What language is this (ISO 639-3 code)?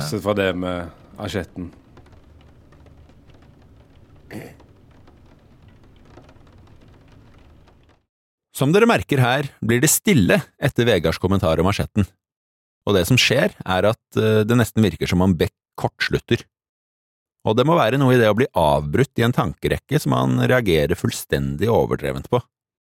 nor